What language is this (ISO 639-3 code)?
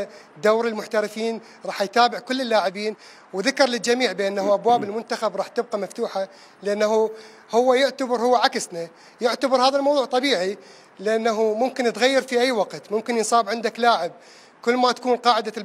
acm